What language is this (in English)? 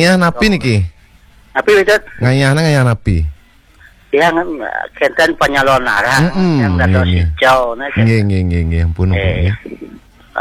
Balinese